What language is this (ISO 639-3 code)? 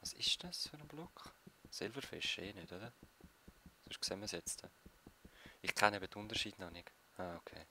gsw